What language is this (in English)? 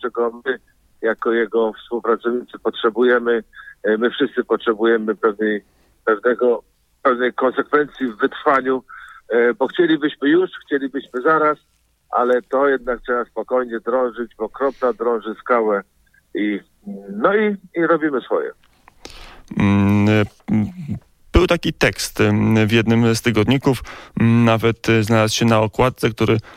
Polish